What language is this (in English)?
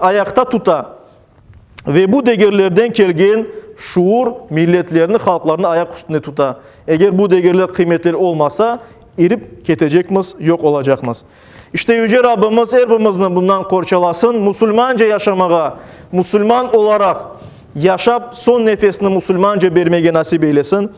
Crimean Tatar